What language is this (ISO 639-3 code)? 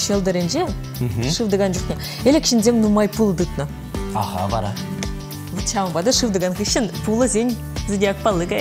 chv